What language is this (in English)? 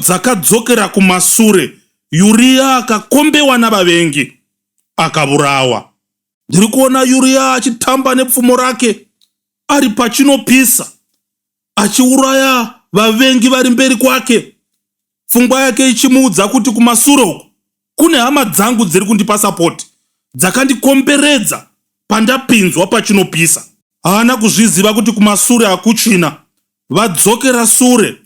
Shona